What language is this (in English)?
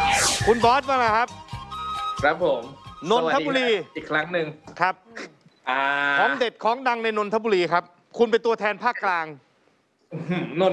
Thai